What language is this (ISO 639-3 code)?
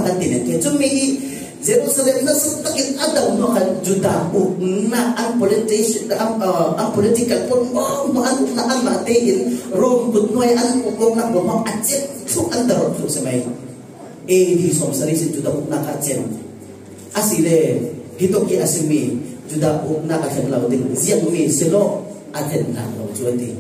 cfm